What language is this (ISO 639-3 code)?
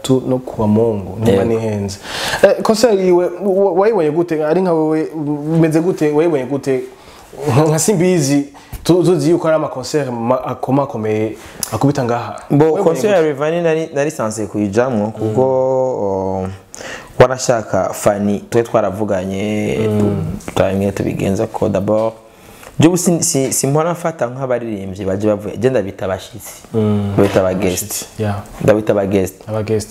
run